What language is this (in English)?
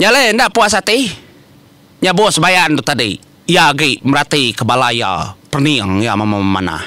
Iban